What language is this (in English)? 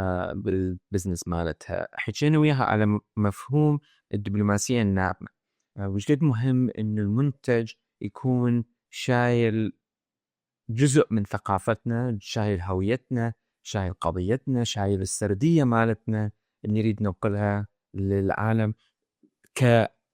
Mesopotamian Arabic